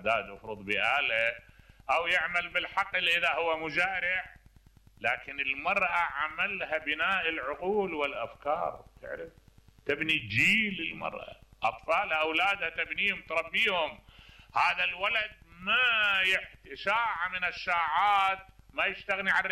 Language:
Mesopotamian Arabic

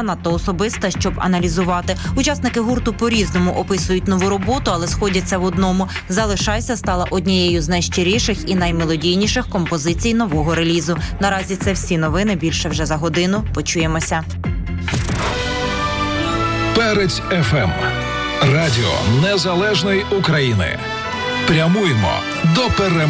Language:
Ukrainian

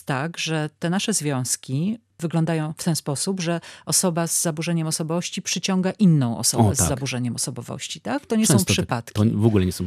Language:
Polish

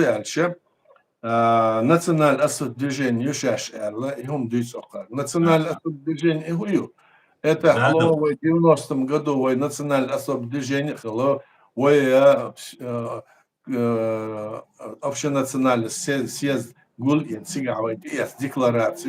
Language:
Chechen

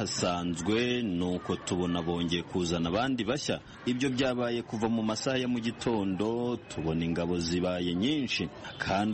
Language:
Kinyarwanda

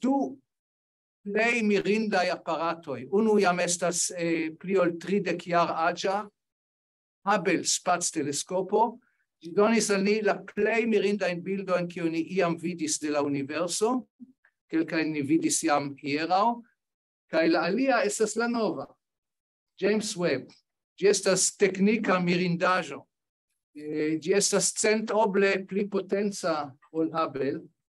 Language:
Esperanto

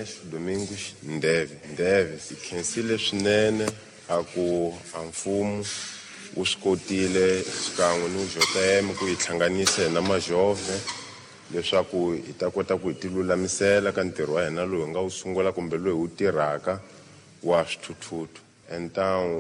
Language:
Tsonga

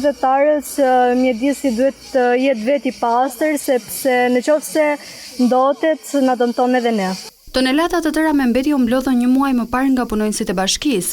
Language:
Albanian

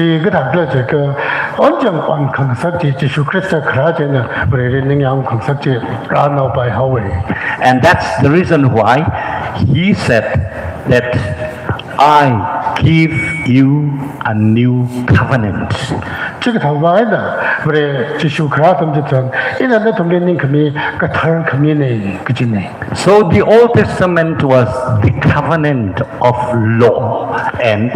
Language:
Tangkhul Naga (India)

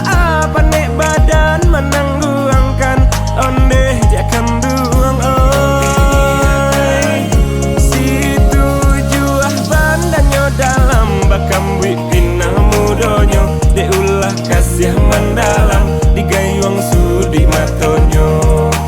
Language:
Minangkabau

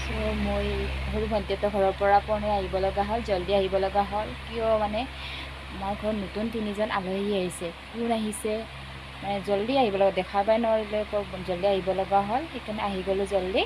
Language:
Assamese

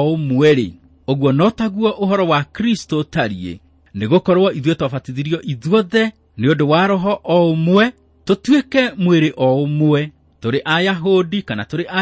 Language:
Kikuyu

